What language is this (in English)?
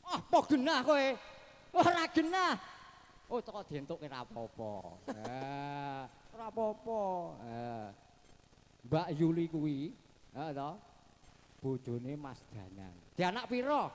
Javanese